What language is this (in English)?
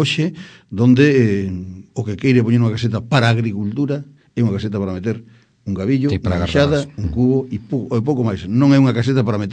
Galician